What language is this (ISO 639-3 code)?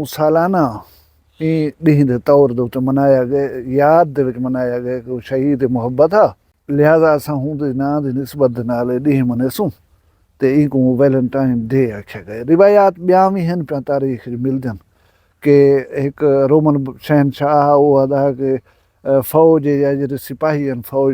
skr